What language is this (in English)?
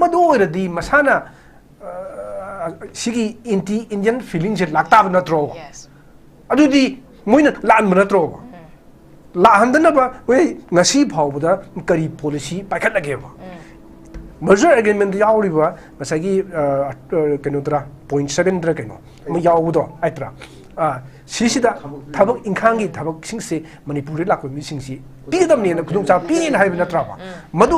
Manipuri